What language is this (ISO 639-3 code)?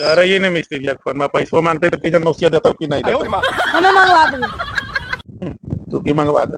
mag